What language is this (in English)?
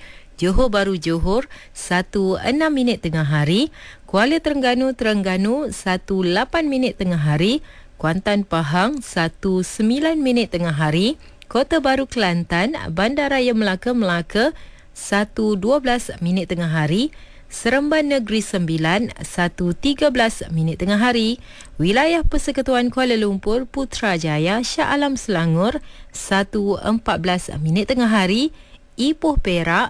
Malay